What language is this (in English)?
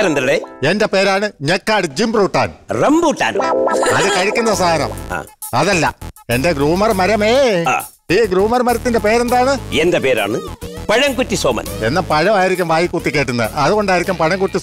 Malayalam